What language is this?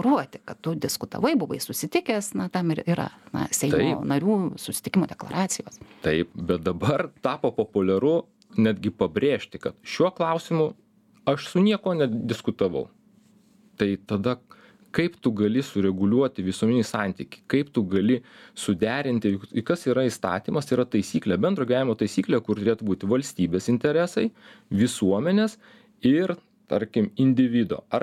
Lithuanian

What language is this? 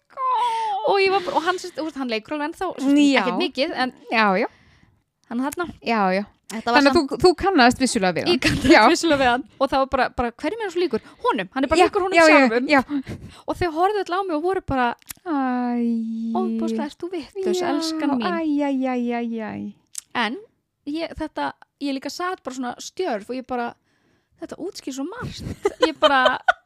Icelandic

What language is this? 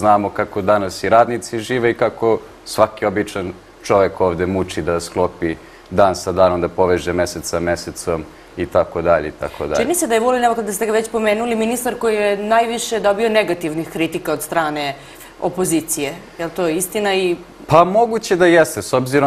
Serbian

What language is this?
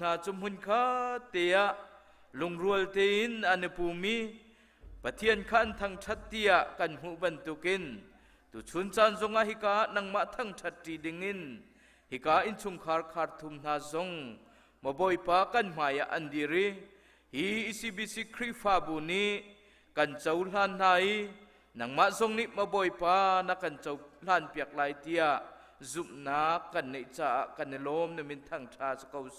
Hakha Chin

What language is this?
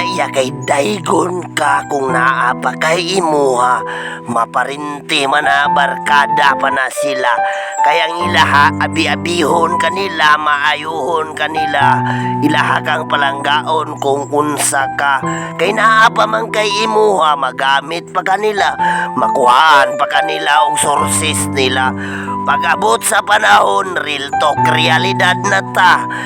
Cebuano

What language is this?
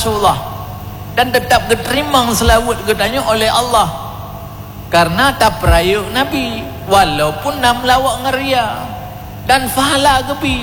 Achinese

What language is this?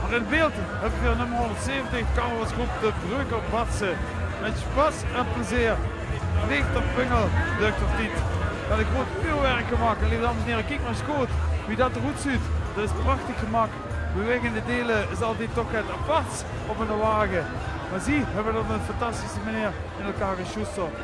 Limburgish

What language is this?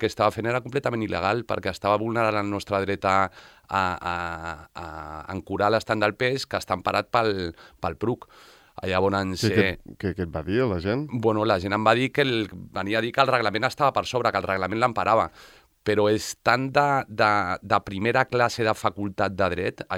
Catalan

